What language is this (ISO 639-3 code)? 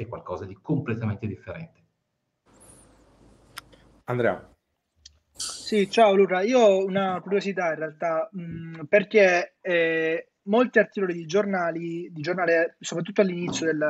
ita